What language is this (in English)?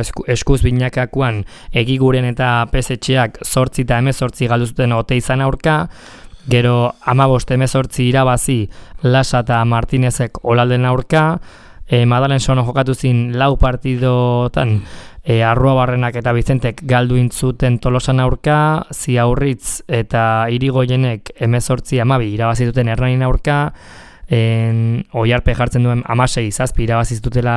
Basque